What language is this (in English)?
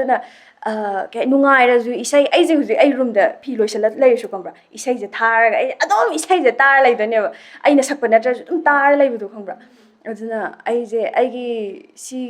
Manipuri